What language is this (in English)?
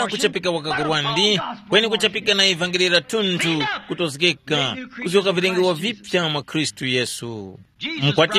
Tumbuka